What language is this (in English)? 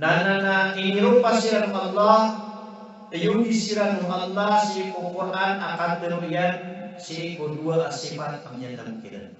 Maranao